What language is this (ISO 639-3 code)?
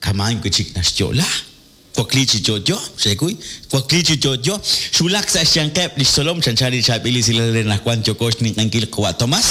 kek